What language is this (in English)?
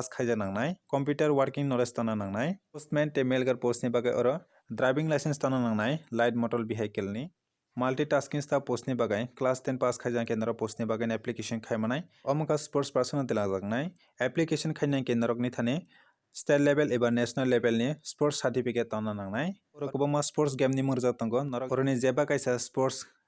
Kok Borok